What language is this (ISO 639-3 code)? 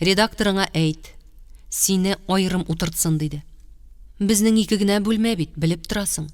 tat